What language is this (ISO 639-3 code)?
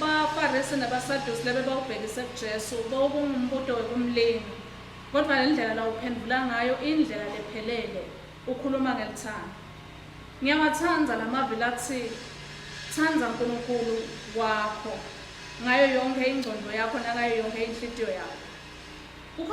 ssw